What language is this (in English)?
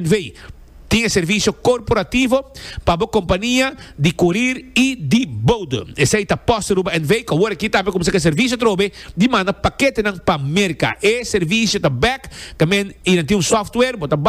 Papiamento